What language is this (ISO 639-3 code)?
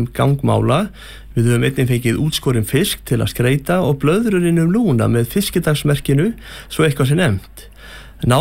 isl